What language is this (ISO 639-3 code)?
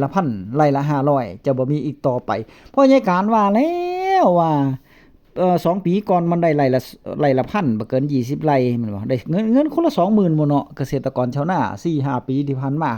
tts